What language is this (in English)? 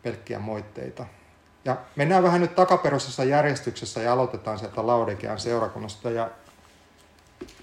Finnish